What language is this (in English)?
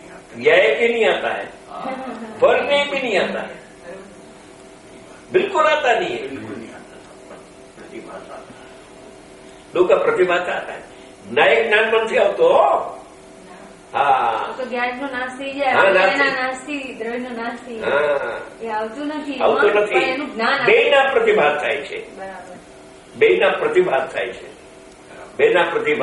Gujarati